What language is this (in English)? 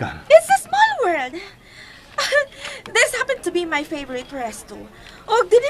Cebuano